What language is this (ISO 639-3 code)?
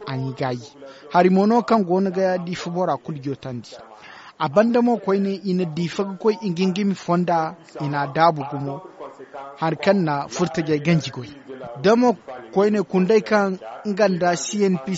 dje